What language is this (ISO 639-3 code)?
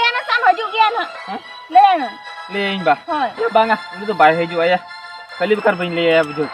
sat